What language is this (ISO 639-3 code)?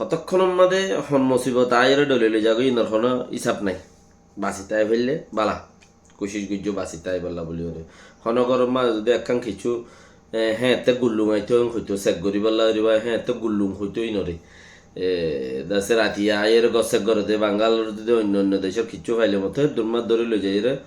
rhg